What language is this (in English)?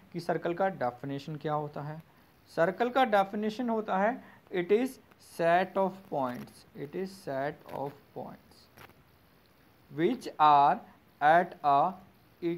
Hindi